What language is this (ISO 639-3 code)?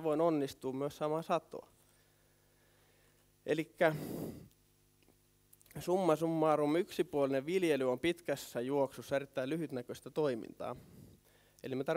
fin